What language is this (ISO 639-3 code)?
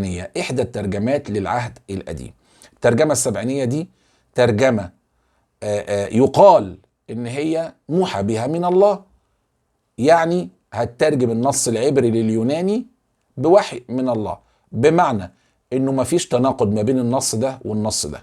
arz